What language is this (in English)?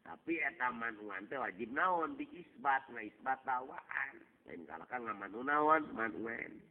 Sundanese